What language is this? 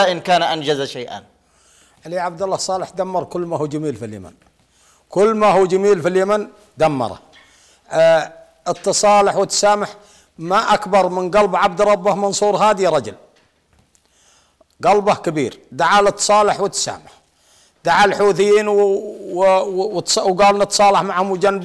Arabic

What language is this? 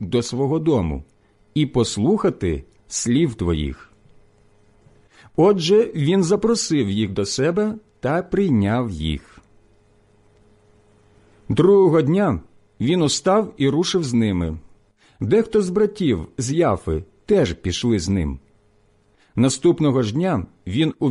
Ukrainian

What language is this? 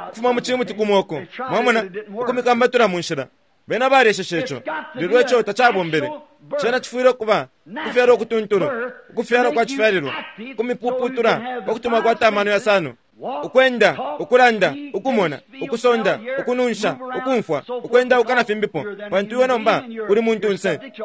Bemba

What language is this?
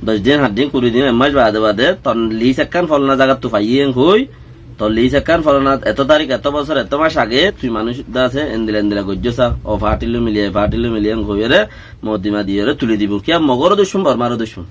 Rohingya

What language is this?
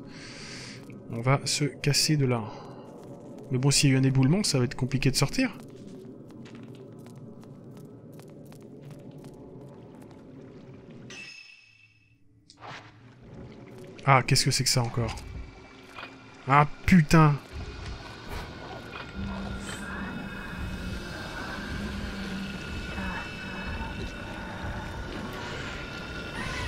French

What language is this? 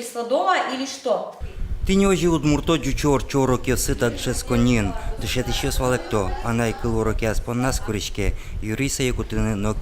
Udmurt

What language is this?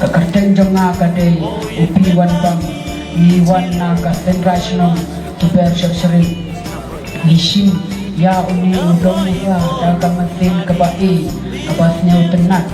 Khasi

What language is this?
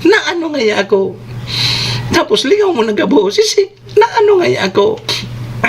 Bikol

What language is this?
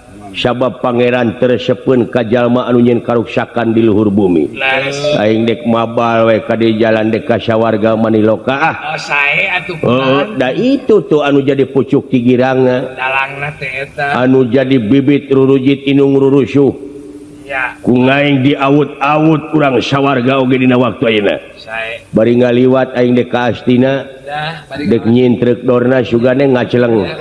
Sundanese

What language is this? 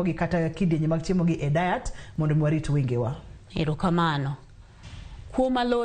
Luo (Kenya and Tanzania)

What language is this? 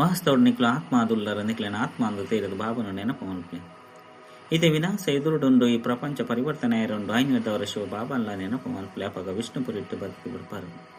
Tulu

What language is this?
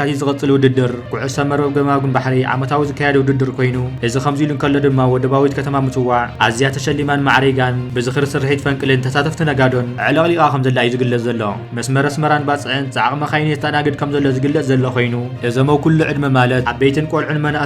Tigrinya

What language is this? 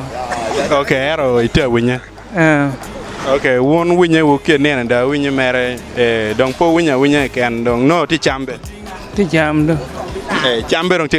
Acoli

